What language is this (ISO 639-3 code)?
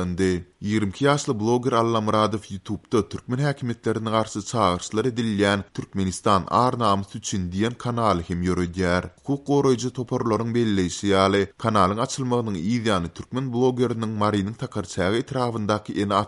tuk